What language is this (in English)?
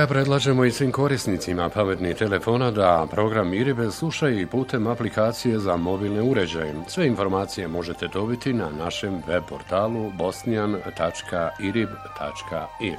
Bosnian